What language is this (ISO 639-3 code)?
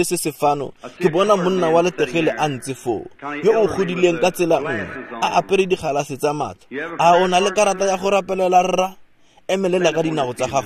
tsn